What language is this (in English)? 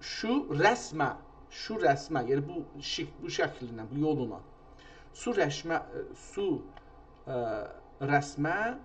South Azerbaijani